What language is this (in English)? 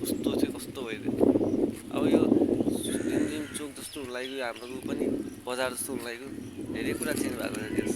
Nepali